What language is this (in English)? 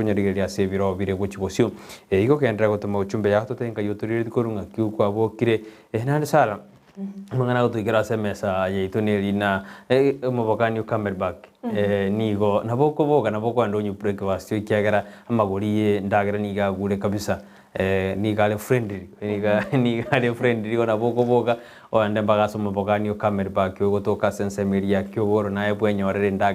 Gusii